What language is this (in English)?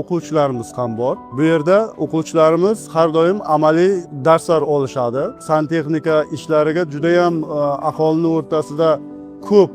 Uzbek